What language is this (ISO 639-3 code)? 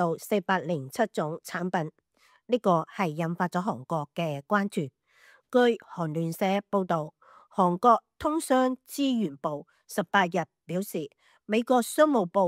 yue